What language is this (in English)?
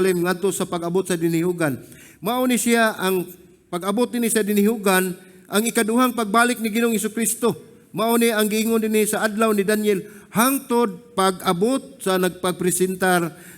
Cebuano